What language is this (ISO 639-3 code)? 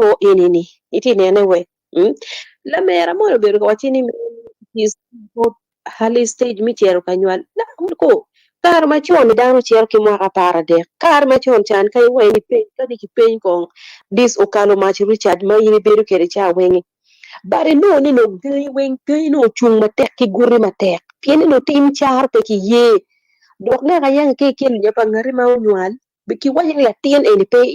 ach